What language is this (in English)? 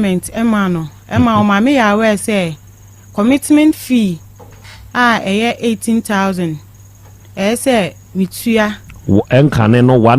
Akan